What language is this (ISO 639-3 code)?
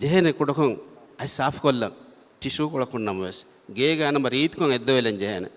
div